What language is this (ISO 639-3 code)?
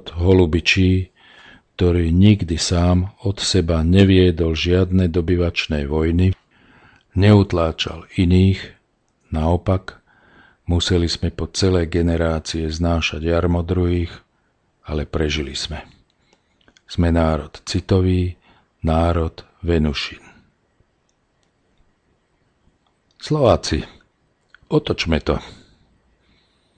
slk